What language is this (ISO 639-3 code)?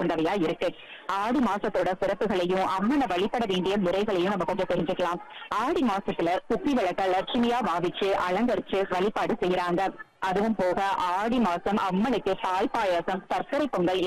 tam